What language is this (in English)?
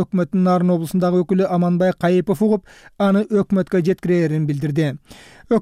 Kyrgyz